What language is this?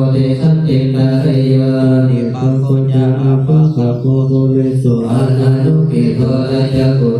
Pali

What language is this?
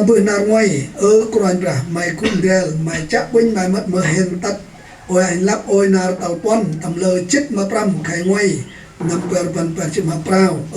Central Mnong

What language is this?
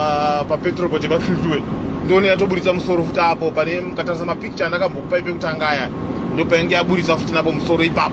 Shona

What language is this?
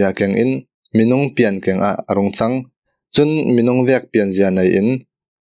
Falam Chin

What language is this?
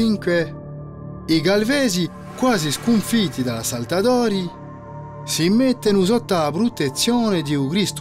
Corsican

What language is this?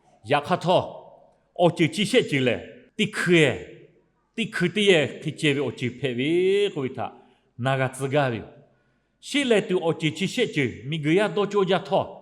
Lahu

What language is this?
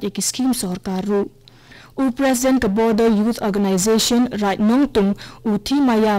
Khasi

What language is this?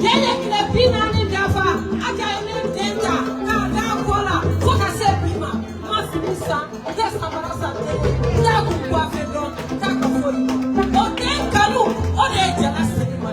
Bambara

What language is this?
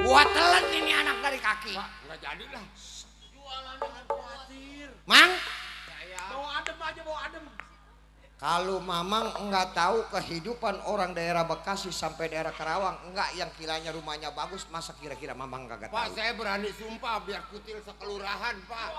Betawi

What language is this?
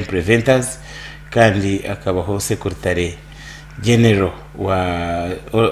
Nyankole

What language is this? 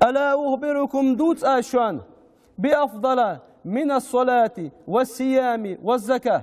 Ingush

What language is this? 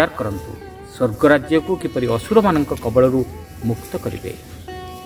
Odia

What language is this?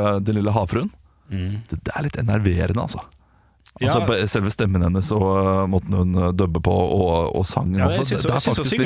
Norwegian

